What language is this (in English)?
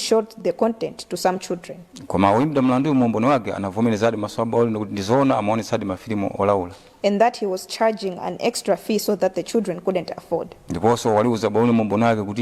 Nyanja